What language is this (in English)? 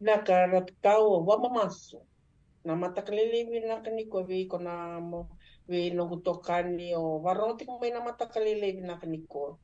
Fijian